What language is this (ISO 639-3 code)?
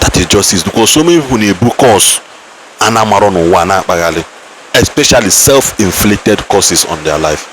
ibo